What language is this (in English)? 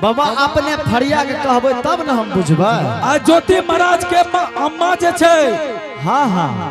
Angika